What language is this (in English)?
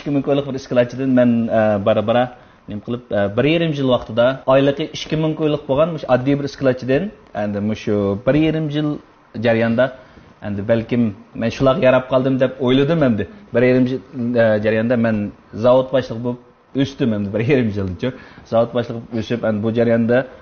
Uyghur